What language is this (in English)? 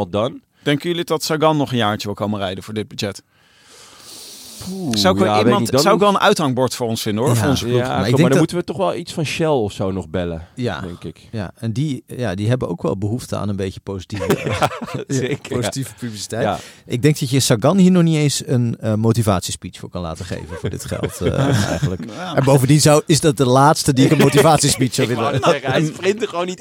Dutch